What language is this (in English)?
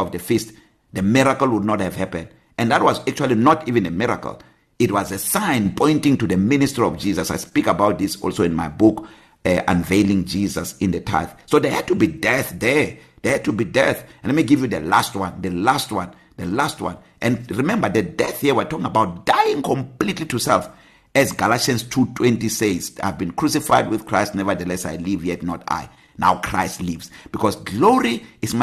English